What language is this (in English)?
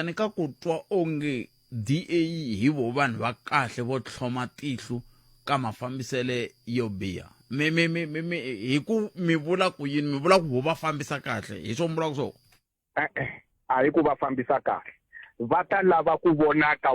Tsonga